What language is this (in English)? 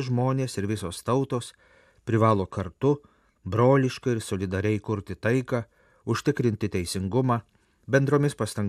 Lithuanian